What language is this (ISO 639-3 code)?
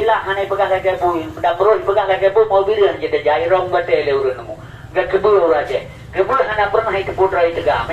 ace